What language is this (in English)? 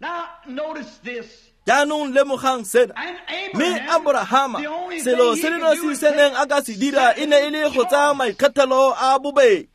Tswana